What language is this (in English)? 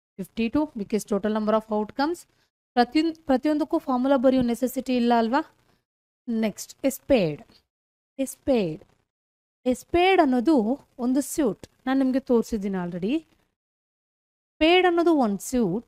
Kannada